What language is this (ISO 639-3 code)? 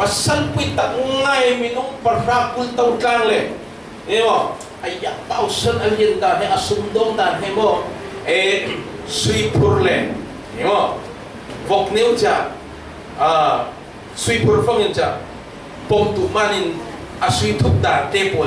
cfm